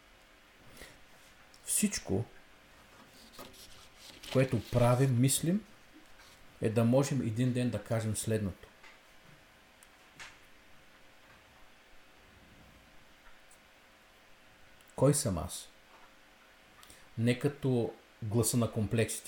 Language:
Bulgarian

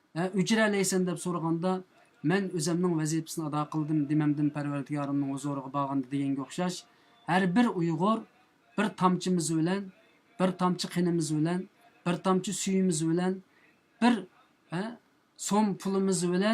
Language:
Uyghur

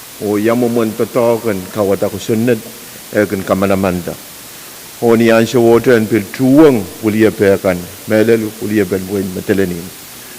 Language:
Pohnpeian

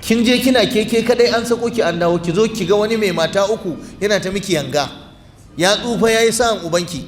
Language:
Hausa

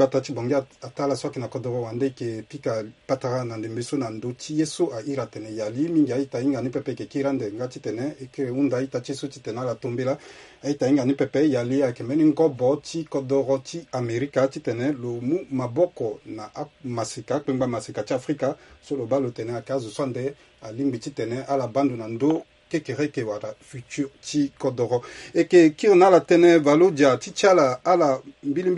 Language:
Sango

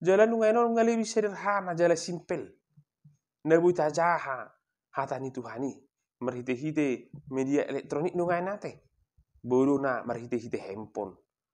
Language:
Batak Toba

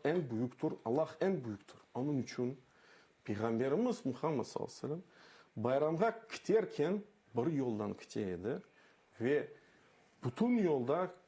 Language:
Crimean Tatar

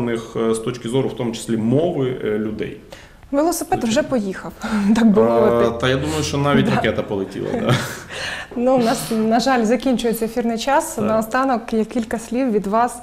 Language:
Ukrainian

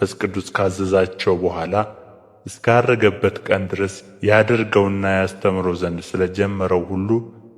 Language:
Amharic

